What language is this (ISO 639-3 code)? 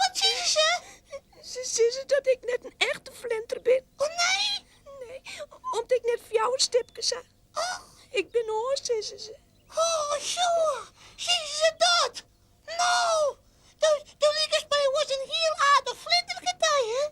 fry